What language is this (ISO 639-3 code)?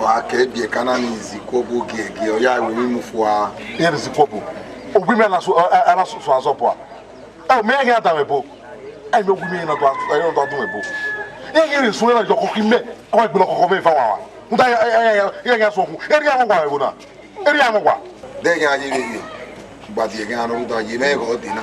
bin